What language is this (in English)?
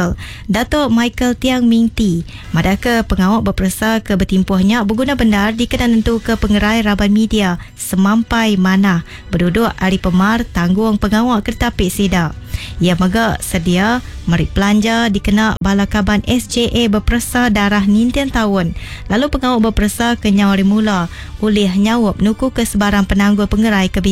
Iban